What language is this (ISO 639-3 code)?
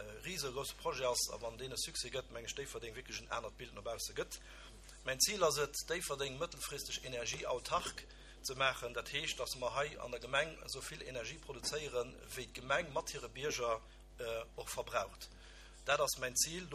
ltz